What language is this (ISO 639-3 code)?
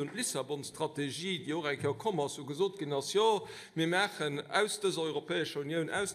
ltz